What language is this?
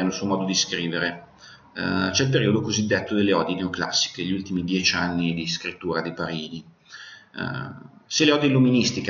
Italian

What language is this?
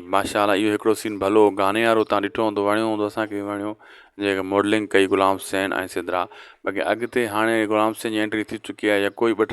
Sindhi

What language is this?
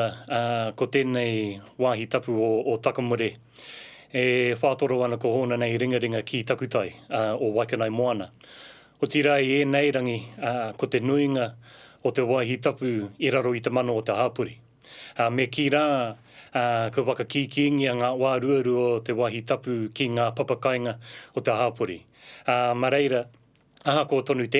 Māori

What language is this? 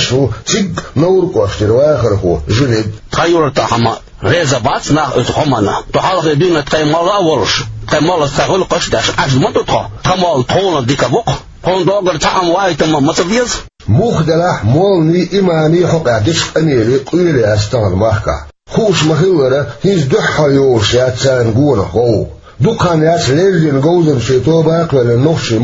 Chechen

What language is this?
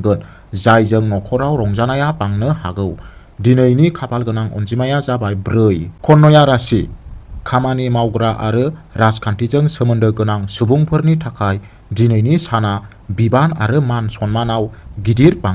Bodo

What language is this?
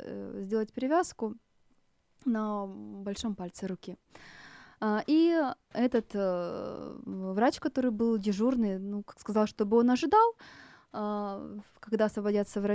Russian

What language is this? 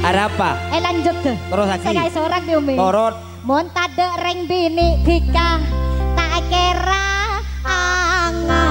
Madurese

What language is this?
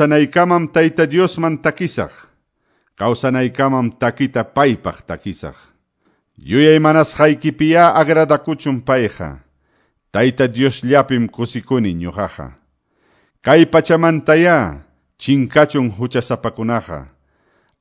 Quechua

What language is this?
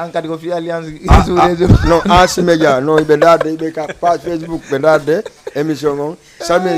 Fula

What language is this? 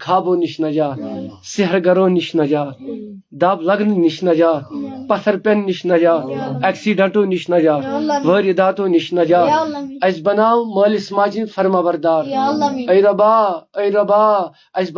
Kashmiri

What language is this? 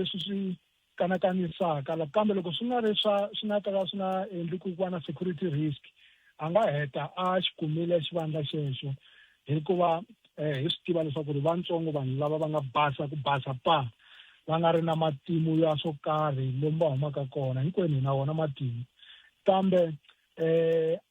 Tsonga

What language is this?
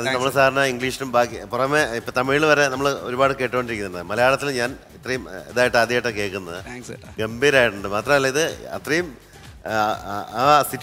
Malayalam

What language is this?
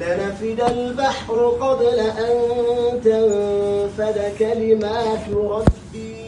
Najdi Arabic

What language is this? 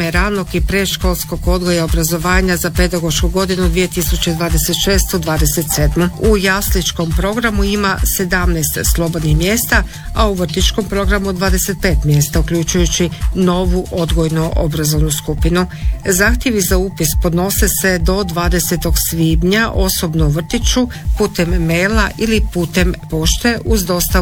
Croatian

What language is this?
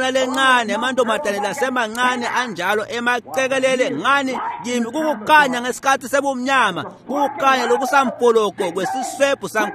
Swati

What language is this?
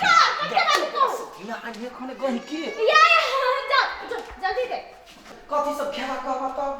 Maithili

